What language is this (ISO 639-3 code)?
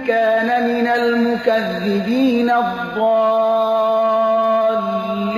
fas